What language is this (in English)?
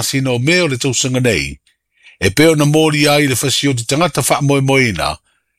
Samoan